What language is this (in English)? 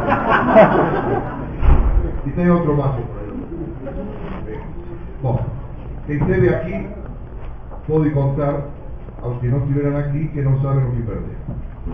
Portuguese